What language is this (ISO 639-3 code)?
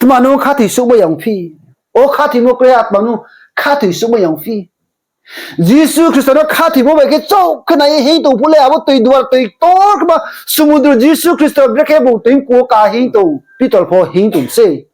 ria